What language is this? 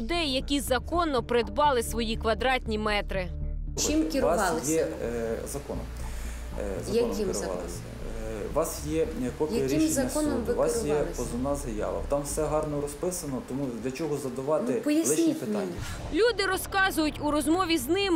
Ukrainian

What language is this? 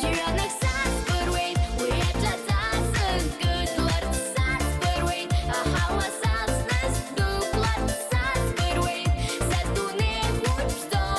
Abkhazian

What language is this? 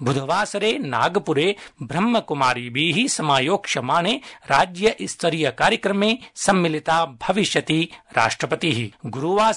Sanskrit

